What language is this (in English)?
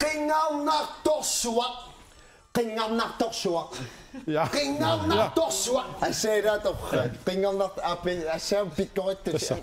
Kalaallisut